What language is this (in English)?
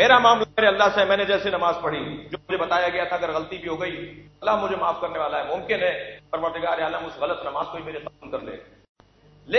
Urdu